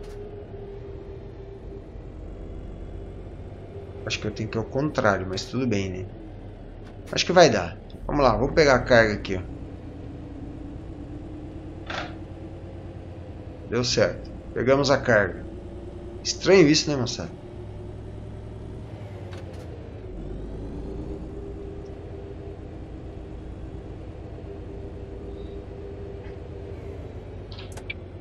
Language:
Portuguese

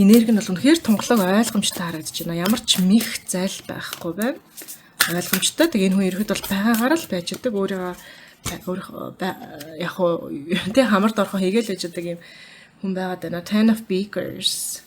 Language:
Mongolian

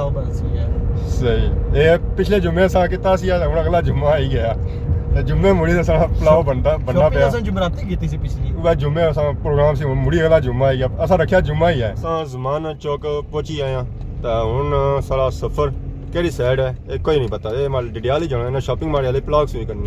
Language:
Pahari-Potwari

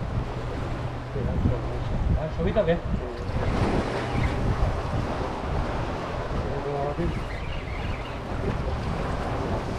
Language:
Spanish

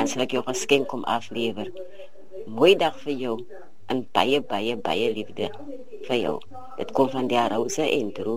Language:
Afrikaans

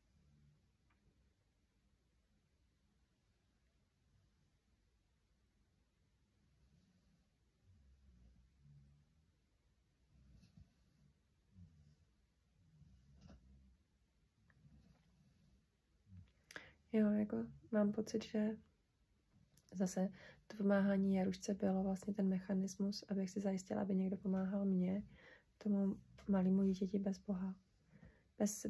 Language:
Czech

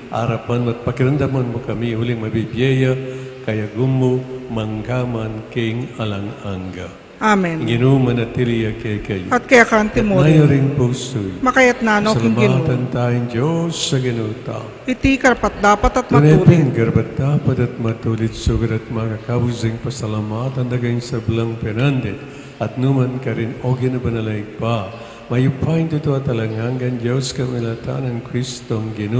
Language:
Pampanga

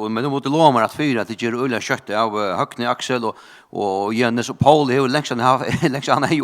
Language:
Faroese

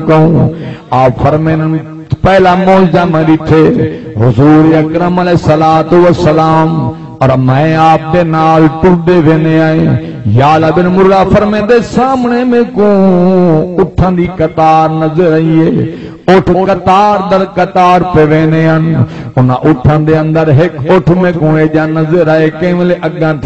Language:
Saraiki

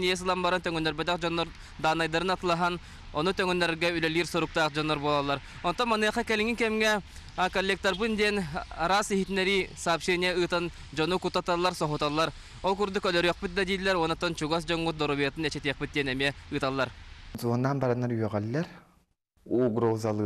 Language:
Yakut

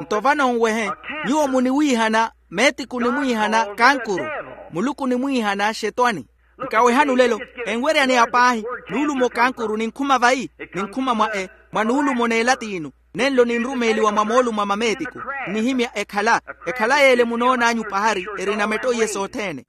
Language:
Makhuwa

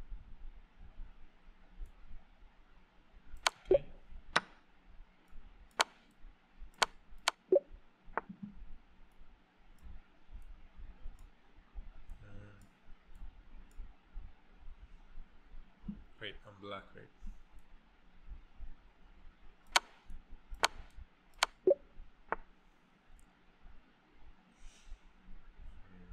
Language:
English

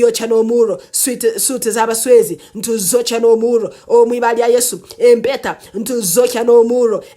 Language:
Nyankole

